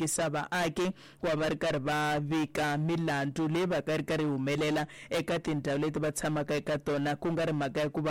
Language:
Tsonga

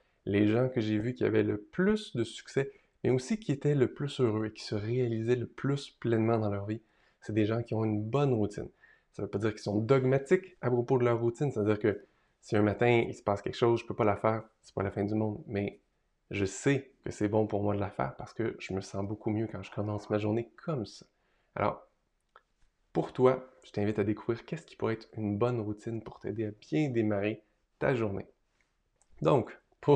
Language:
French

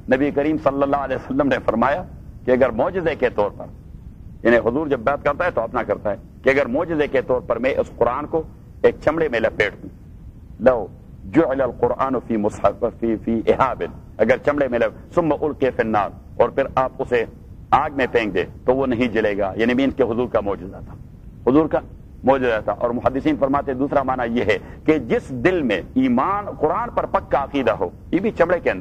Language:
Urdu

